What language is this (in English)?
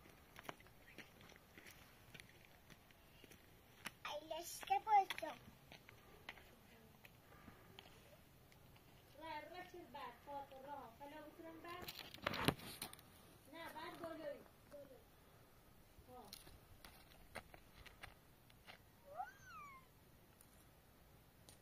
Persian